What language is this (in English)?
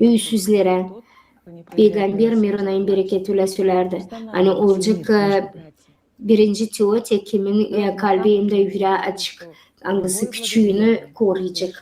Gagauz